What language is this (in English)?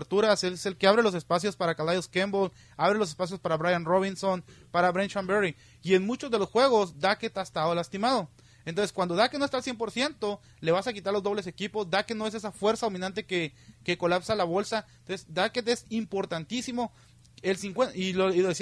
Spanish